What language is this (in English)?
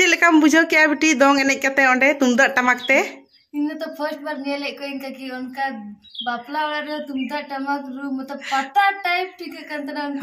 Santali